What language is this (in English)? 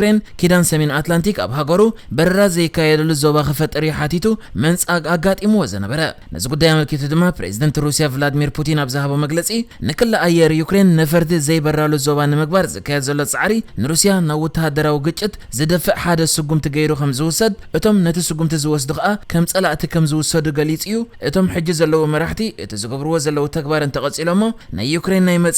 Tigrinya